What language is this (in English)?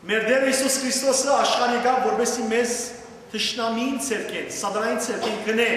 Western Armenian